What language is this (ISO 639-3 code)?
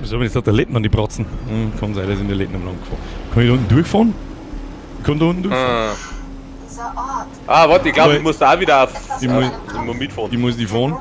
bar